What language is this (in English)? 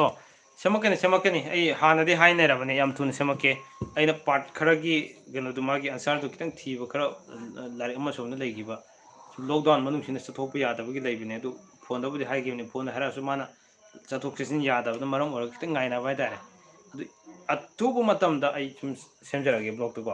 Manipuri